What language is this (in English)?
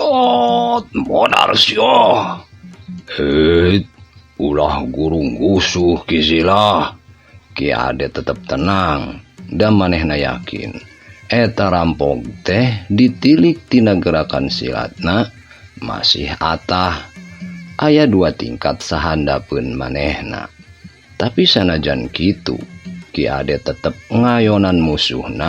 Sundanese